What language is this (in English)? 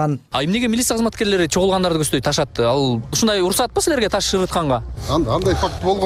Kyrgyz